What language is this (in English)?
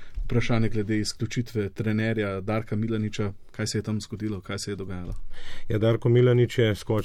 Slovenian